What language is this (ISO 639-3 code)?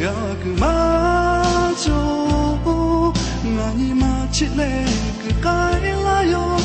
lhu